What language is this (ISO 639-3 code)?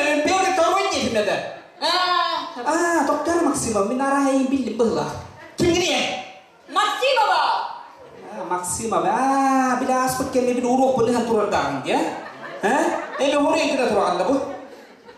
sah